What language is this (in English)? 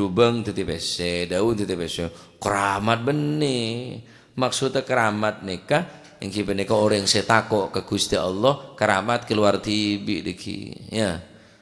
Madurese